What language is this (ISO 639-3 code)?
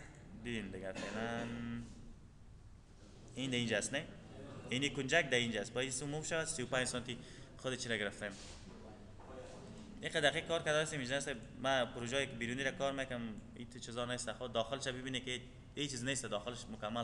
fas